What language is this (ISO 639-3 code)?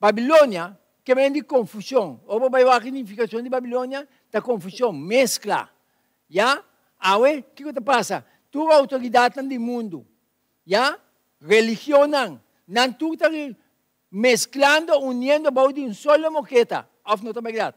pap